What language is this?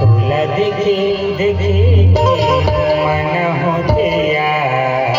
Chhattisgarhi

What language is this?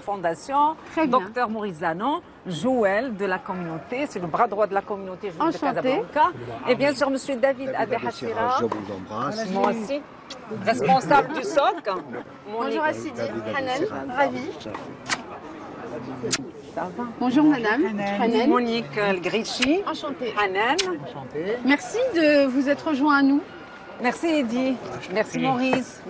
French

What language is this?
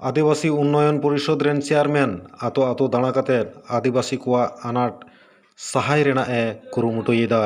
Santali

